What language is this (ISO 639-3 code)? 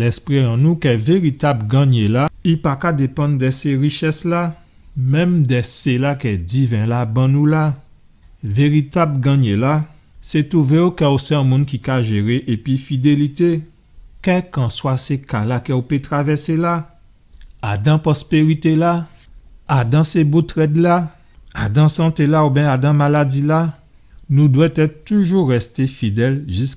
gcf